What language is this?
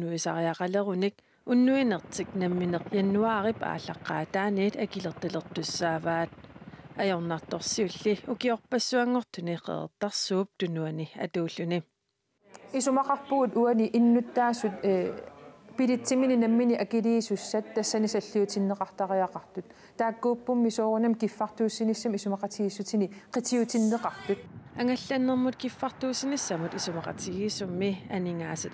Kalaallisut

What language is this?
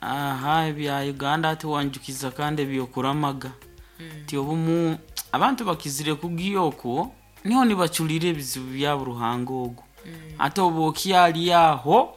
Nyoro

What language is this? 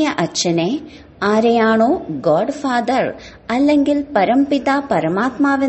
Malayalam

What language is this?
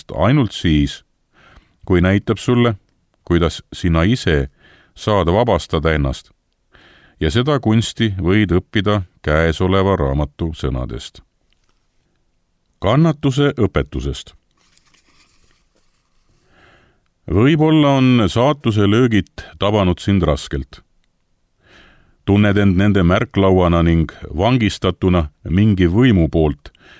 Estonian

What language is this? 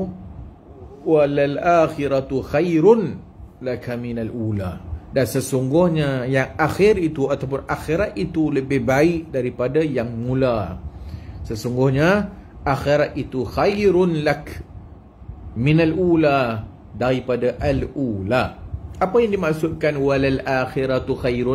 Malay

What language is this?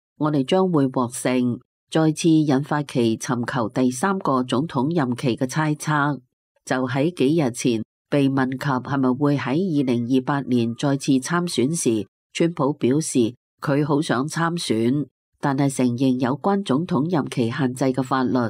Cantonese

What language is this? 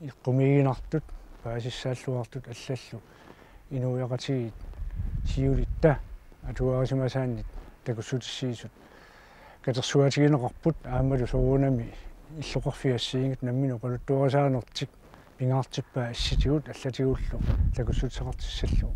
Kalaallisut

